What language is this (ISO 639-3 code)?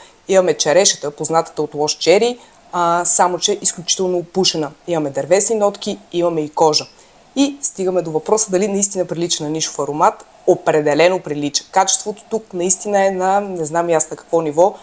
bul